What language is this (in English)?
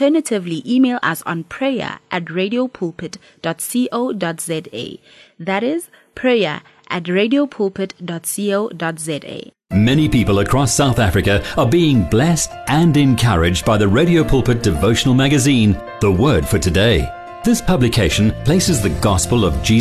English